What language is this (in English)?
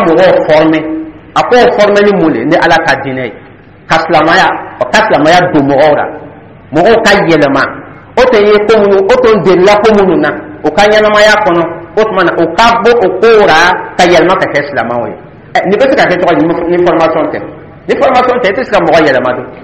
Dyula